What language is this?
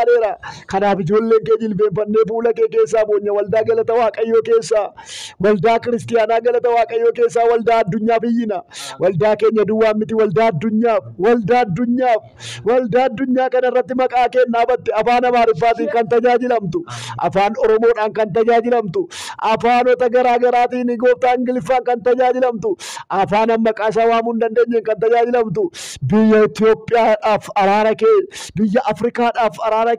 Oromo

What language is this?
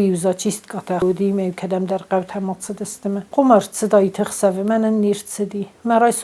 Ossetic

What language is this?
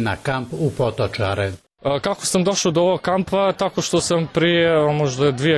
Bosnian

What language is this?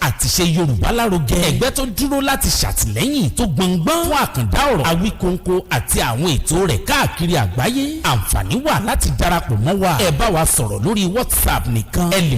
Yoruba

